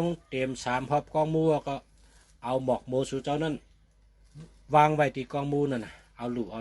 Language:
Shan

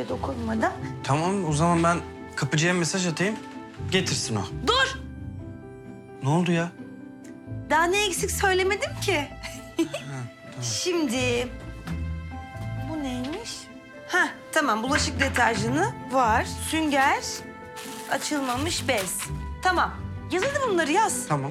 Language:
Turkish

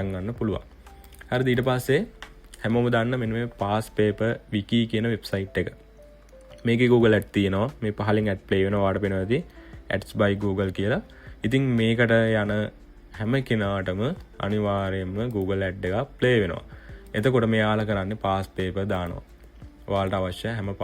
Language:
Sinhala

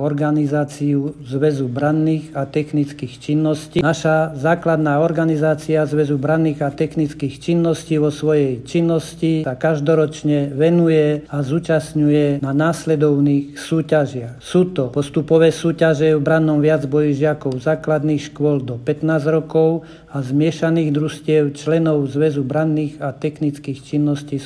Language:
Slovak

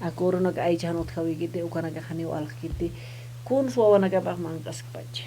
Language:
Aymara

